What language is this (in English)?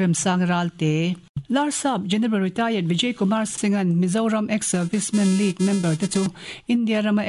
Mizo